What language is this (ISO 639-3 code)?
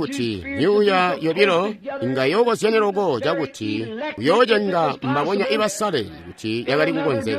toi